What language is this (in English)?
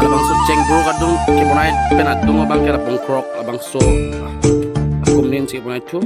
Karbi